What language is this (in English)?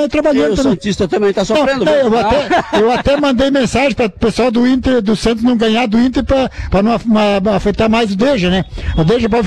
Portuguese